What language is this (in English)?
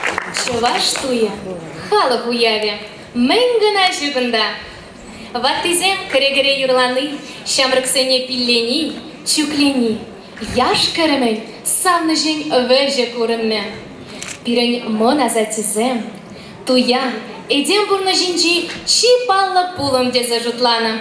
Chuvash